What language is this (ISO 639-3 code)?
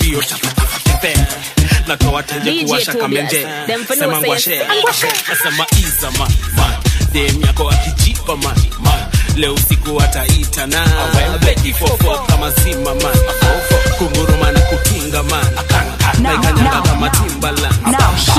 swa